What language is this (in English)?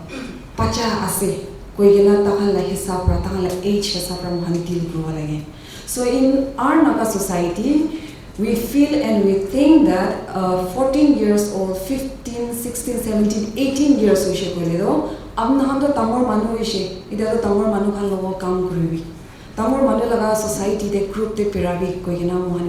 Naga Pidgin